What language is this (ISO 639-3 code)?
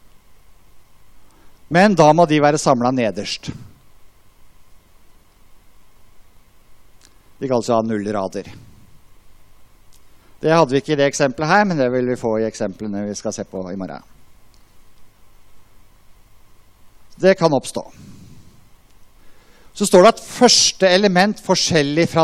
nor